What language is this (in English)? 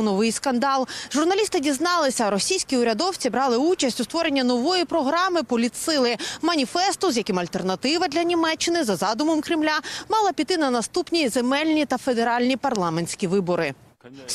Ukrainian